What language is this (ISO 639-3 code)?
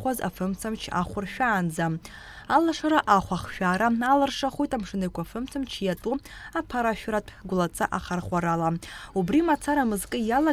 abk